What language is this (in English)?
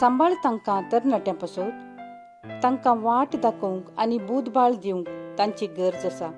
Konkani